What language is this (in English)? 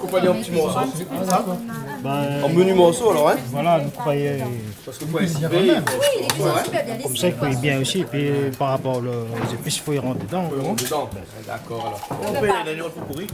Réunion Creole French